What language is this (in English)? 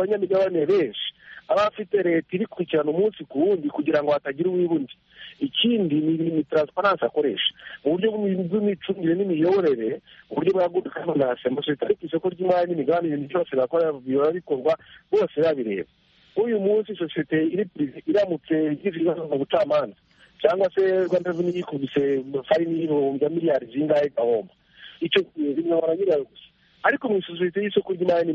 Kinyarwanda